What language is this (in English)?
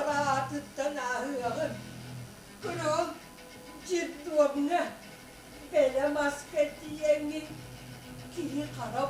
Yakut